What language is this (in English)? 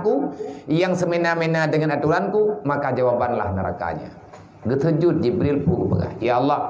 Achinese